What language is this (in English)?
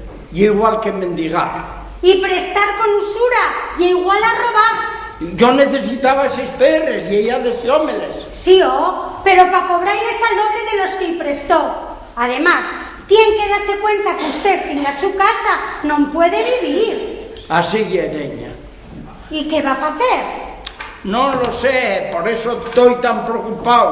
Asturian